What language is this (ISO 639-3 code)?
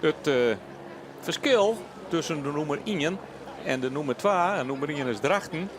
fry